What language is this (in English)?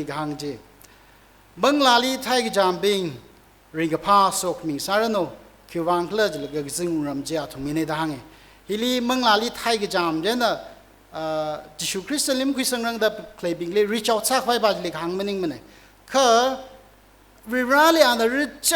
Tangkhul Naga (India)